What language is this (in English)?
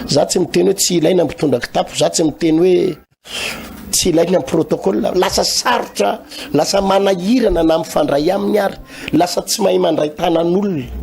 Malagasy